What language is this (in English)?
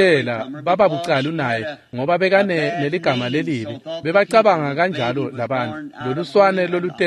Swati